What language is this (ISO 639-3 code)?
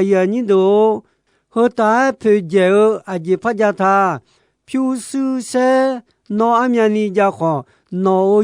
ahk